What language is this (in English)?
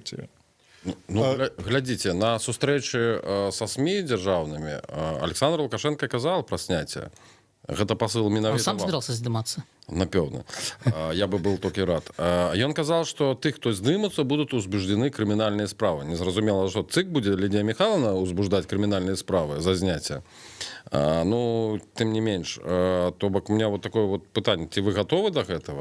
Belarusian